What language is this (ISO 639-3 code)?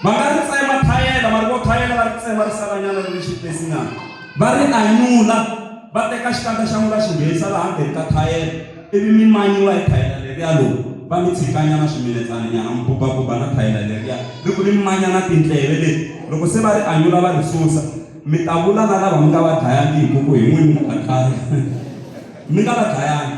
tso